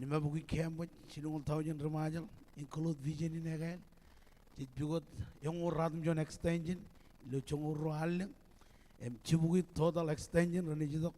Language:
Marshallese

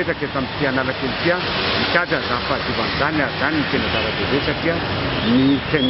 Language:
Malagasy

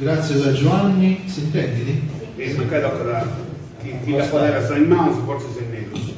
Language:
Sardinian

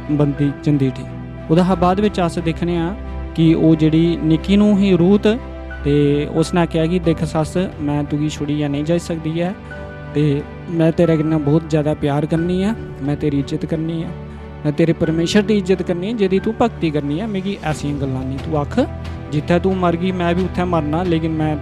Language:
Dogri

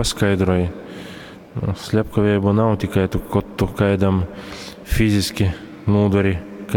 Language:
Latgalian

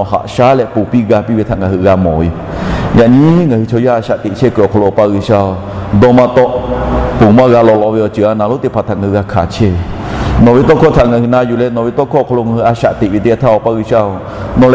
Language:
Lahu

